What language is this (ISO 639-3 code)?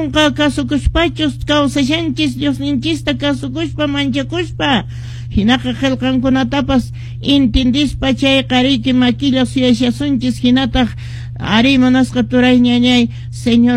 que